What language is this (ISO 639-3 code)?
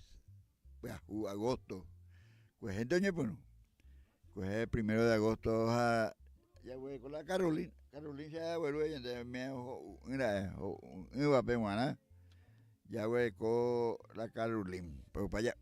grn